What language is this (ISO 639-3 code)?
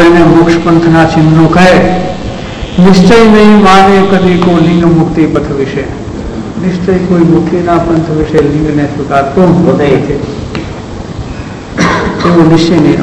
guj